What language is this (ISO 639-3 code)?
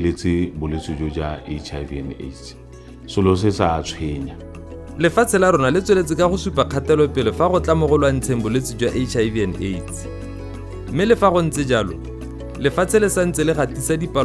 tsn